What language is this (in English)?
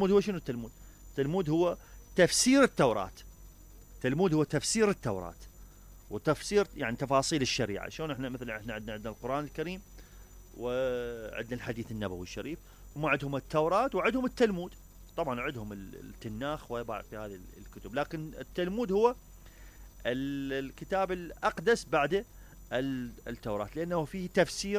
Mesopotamian Arabic